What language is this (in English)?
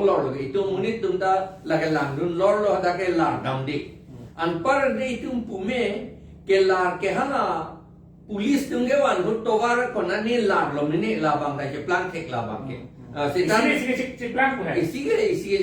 Karbi